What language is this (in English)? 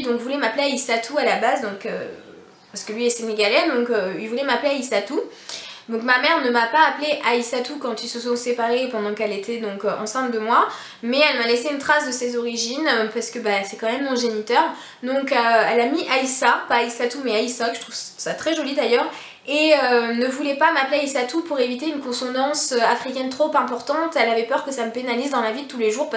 French